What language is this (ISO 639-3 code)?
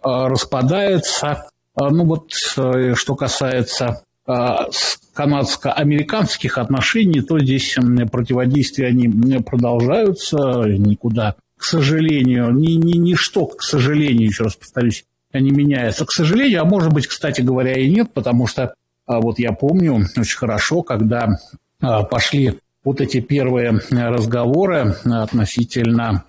rus